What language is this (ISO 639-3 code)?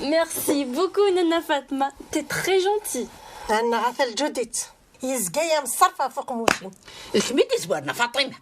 kab